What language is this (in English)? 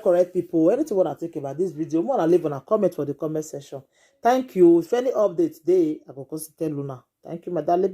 Nigerian Pidgin